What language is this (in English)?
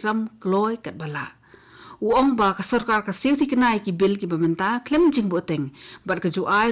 Khasi